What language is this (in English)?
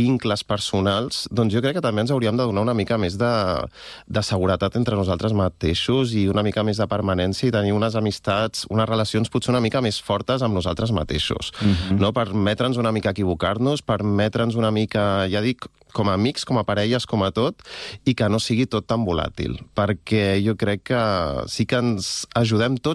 Catalan